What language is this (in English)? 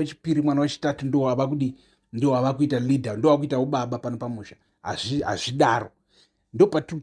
Shona